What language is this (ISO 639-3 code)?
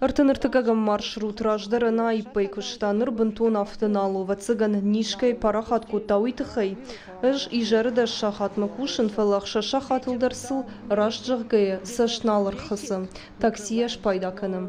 oss